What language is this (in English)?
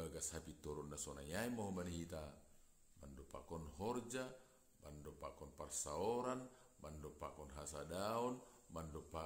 Batak Simalungun